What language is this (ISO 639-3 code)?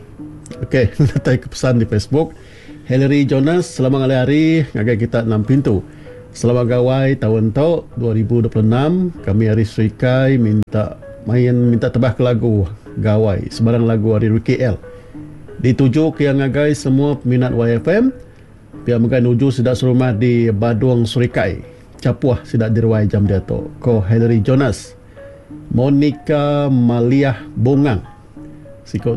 iba